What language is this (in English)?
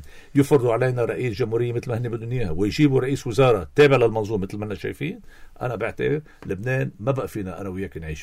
North Levantine Arabic